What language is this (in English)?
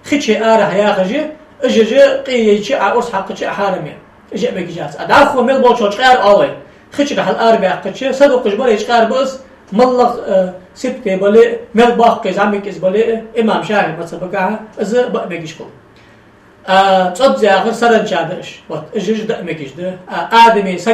Ingush